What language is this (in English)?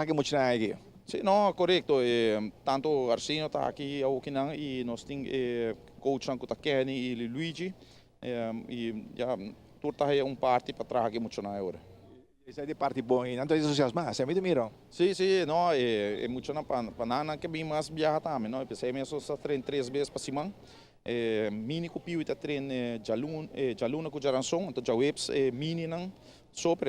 Papiamento